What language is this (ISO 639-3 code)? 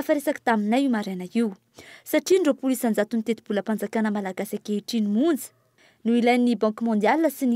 mlg